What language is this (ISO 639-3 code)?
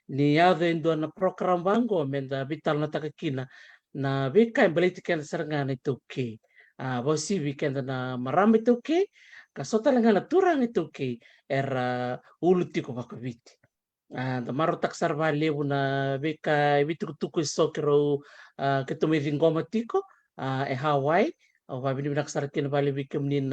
fij